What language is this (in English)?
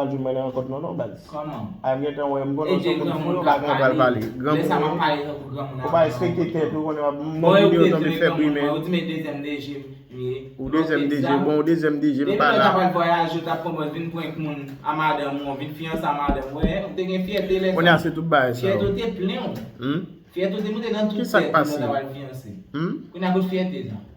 Haitian Creole